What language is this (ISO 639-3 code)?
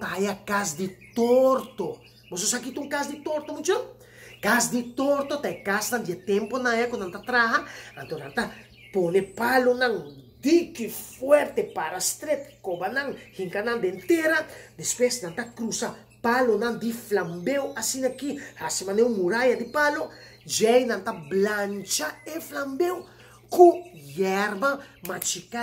pap